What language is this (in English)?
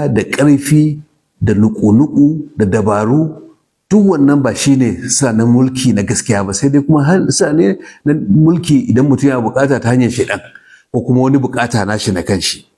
Hausa